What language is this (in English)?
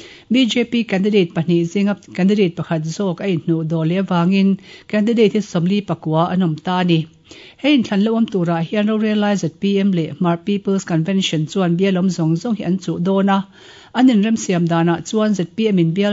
Mizo